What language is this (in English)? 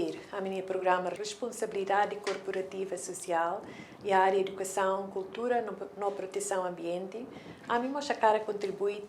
Tetum